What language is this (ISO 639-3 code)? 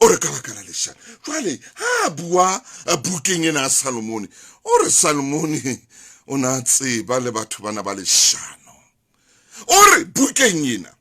sot